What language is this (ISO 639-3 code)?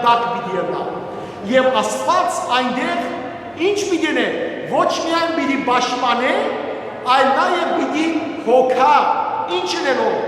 hyw